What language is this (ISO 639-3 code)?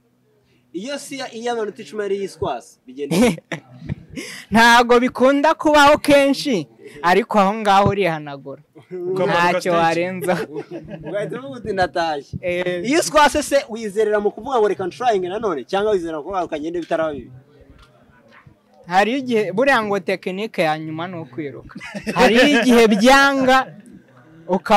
kin